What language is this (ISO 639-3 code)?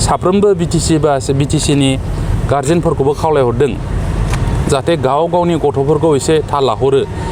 brx